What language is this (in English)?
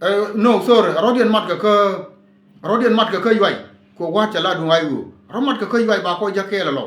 Nuer